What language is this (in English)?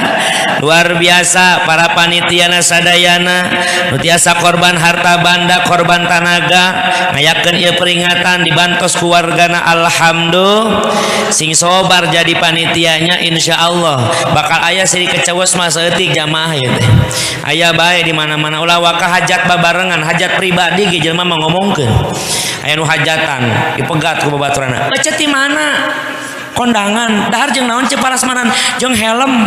Sundanese